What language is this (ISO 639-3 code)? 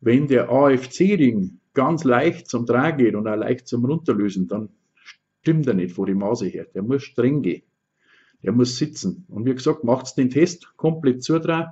bar